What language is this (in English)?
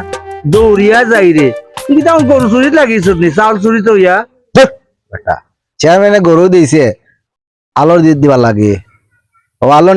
Sylheti